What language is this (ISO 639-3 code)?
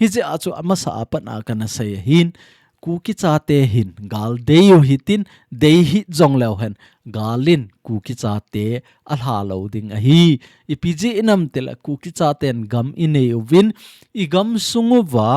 tcz